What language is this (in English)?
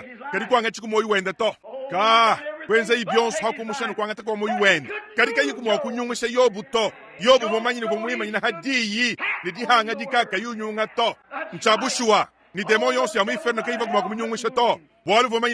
Luba-Lulua